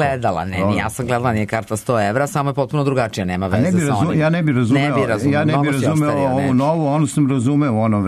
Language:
Serbian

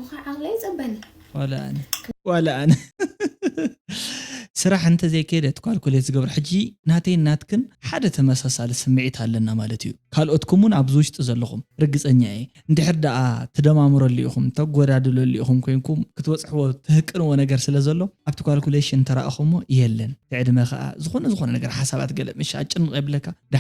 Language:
Tigrinya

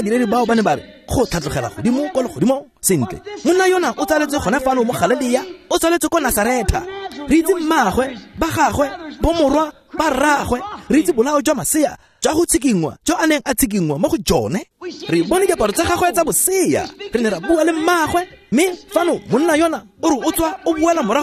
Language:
Tswana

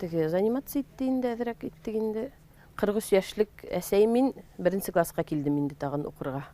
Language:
Bashkir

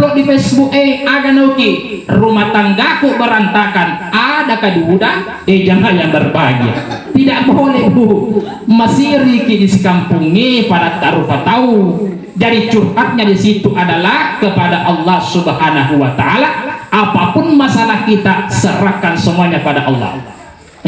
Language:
Buginese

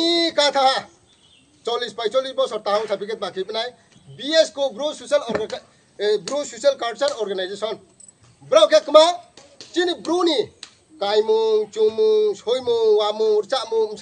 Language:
Riang (India)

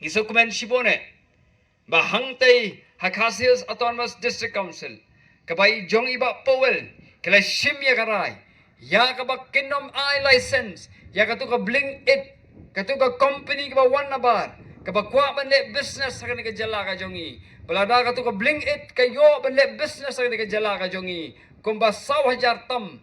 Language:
Khasi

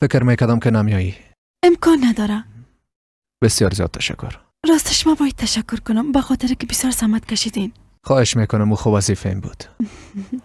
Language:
Persian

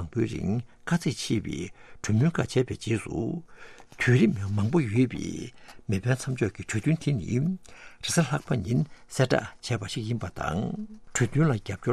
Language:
Tibetan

